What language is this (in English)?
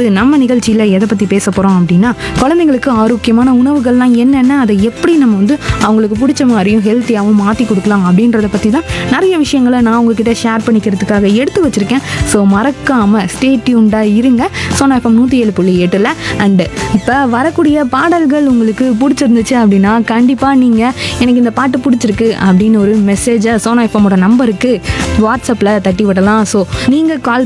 Tamil